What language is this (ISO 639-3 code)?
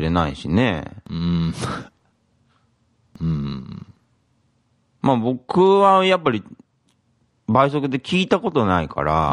jpn